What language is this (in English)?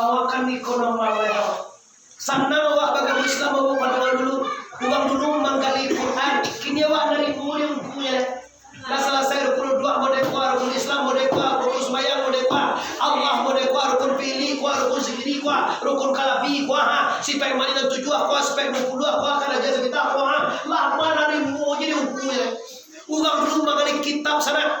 Minangkabau